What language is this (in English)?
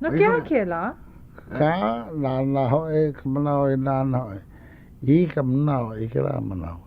Hawaiian